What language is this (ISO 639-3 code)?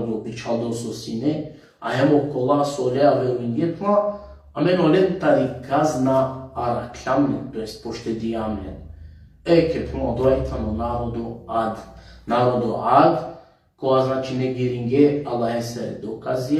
rmn